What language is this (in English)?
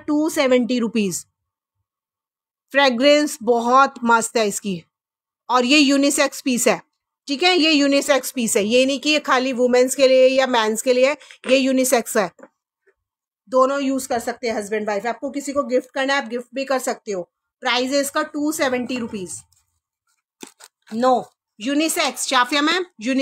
Hindi